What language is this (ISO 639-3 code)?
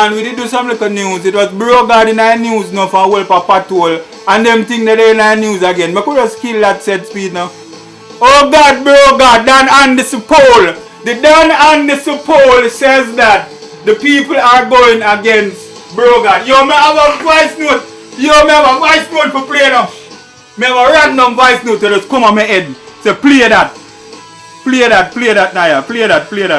jam